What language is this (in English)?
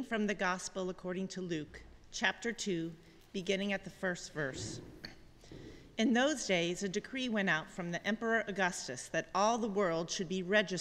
English